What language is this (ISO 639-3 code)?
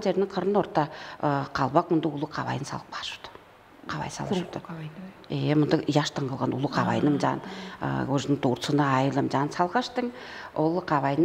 tyv